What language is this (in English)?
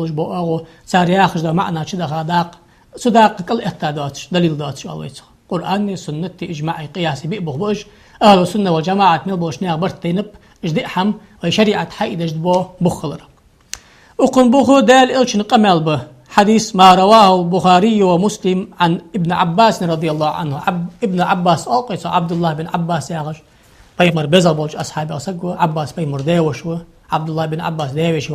Ingush